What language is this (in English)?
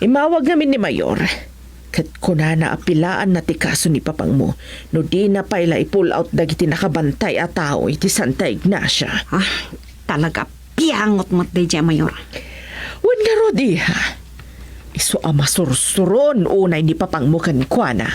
Iloko